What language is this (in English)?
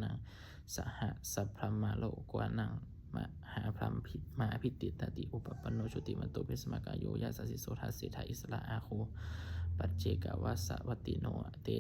Pali